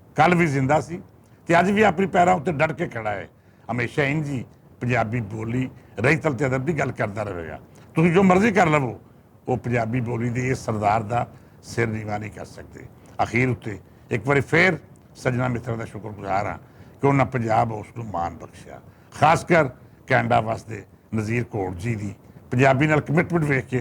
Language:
Western Panjabi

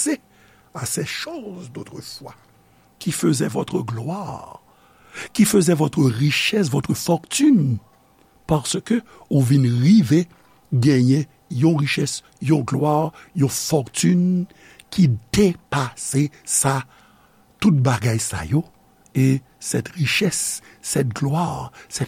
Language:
Haitian Creole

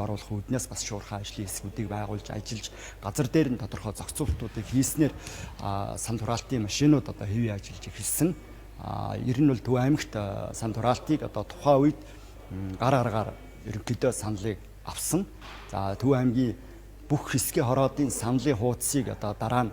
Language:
Mongolian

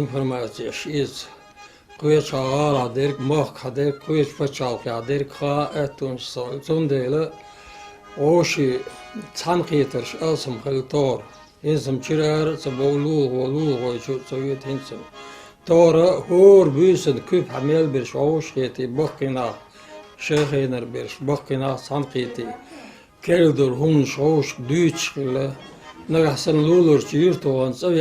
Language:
Chechen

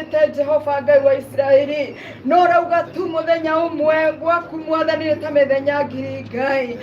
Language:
Kikuyu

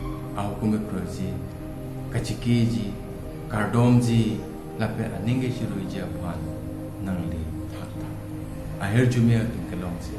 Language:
Karbi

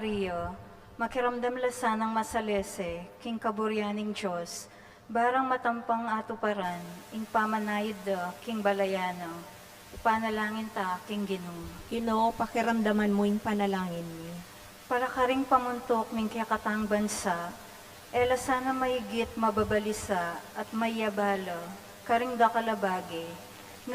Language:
Pampanga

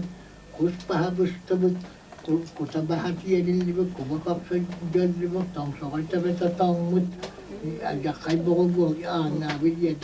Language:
Yakut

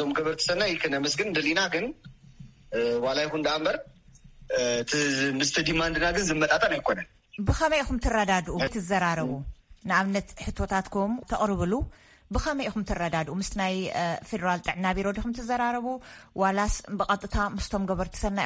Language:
Tigrinya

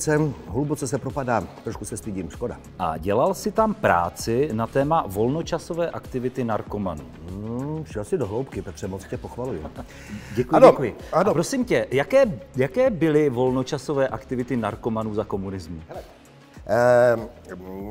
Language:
Czech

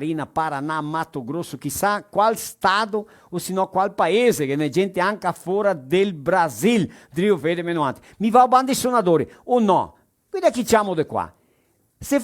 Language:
Venetian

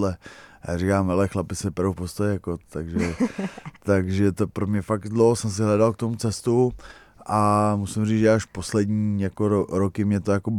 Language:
Czech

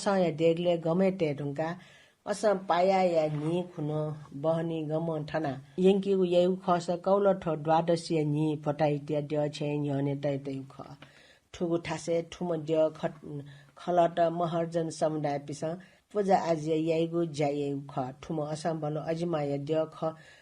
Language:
Newari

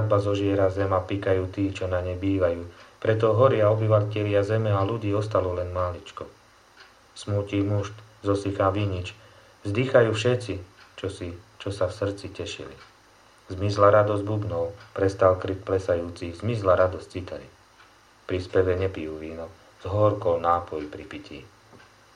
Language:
Slovak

